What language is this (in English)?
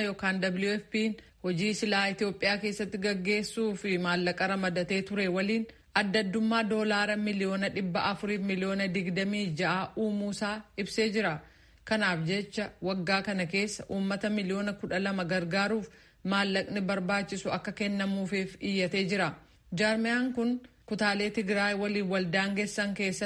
Oromo